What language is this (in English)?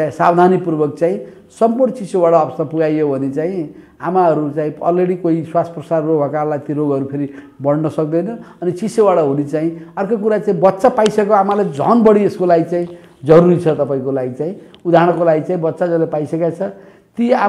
Nepali